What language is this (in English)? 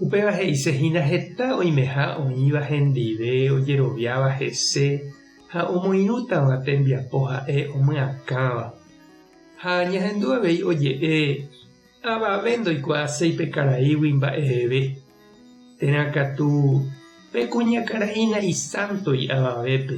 Guarani